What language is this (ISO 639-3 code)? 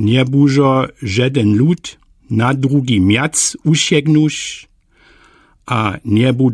dsb